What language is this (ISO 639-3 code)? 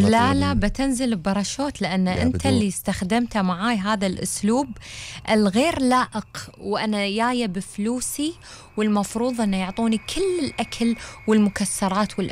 afb